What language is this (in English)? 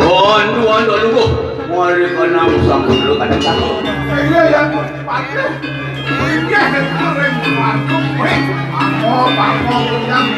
Balinese